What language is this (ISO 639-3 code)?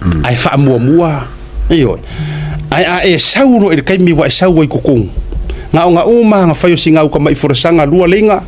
smo